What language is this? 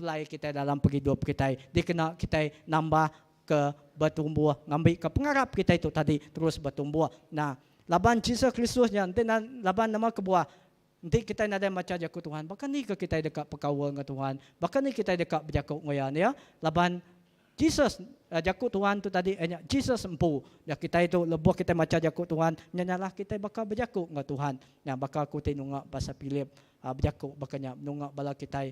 Iban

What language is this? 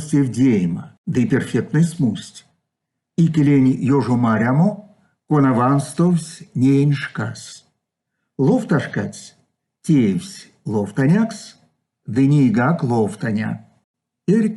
Erzya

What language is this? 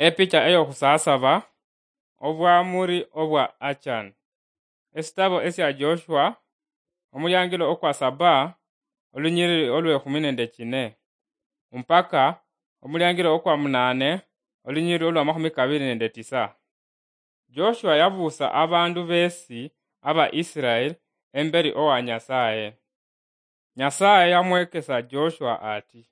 Luyia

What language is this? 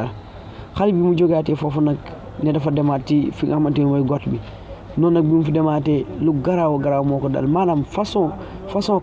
Wolof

